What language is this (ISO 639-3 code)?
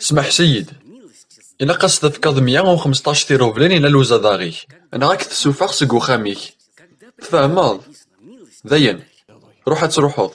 kab